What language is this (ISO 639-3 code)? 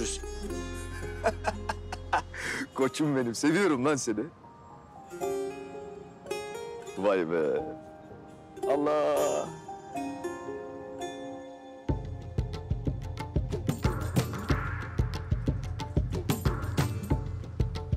tur